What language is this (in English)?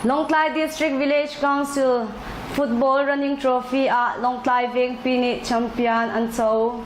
Hakha Chin